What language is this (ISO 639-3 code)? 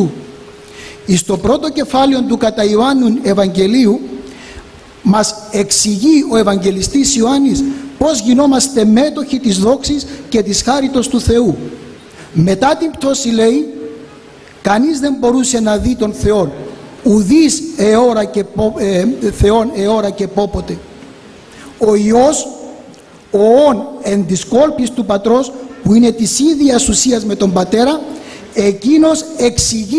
ell